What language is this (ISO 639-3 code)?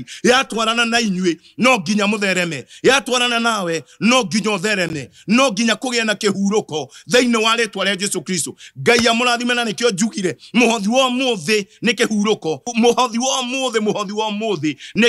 kik